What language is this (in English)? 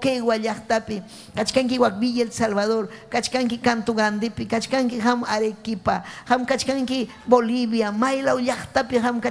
Ayacucho Quechua